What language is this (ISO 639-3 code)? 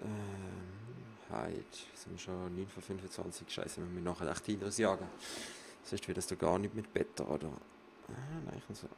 gsw